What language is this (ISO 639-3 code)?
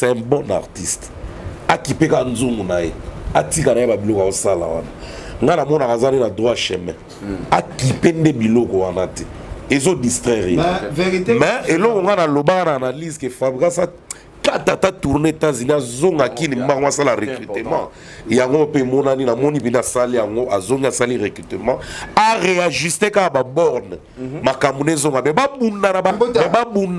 lin